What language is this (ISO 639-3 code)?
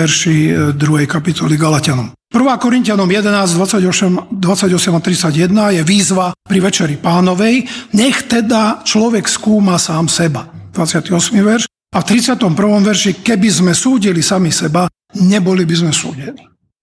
slk